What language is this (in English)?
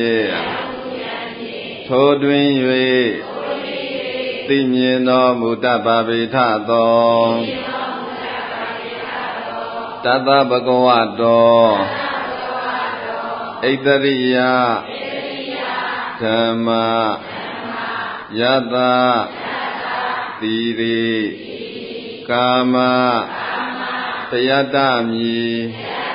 Burmese